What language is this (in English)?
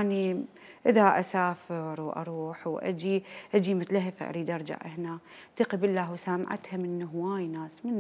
Mesopotamian Arabic